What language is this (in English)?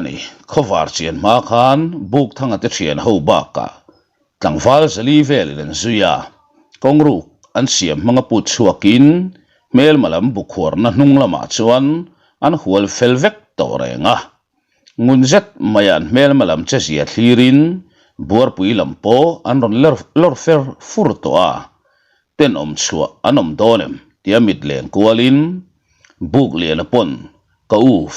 Mizo